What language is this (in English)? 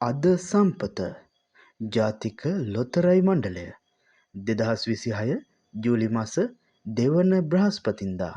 Sinhala